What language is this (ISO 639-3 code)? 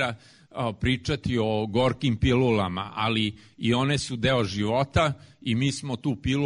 srp